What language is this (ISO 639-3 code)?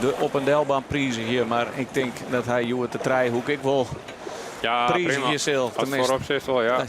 fry